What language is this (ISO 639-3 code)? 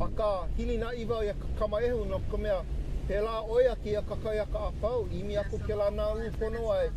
haw